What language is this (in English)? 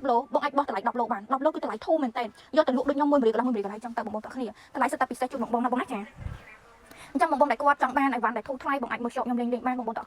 Khmer